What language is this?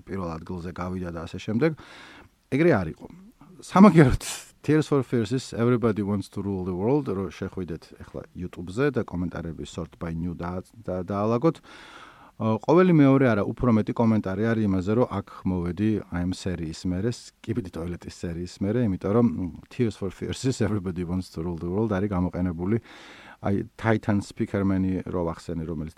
Georgian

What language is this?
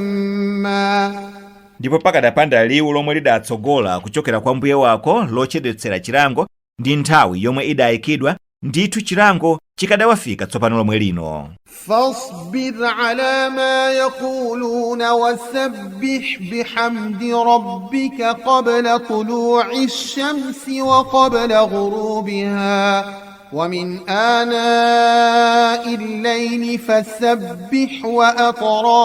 Nyanja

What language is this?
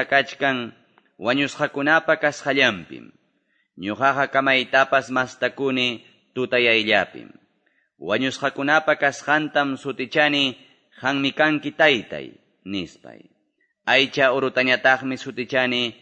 Quechua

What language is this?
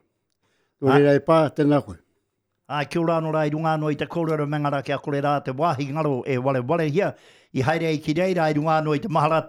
Māori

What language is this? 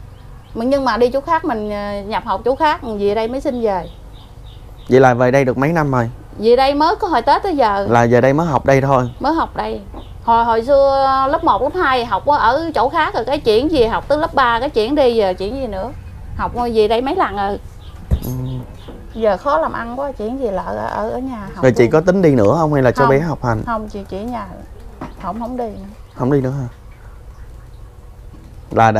Vietnamese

